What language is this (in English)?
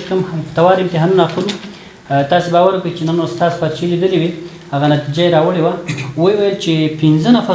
Pashto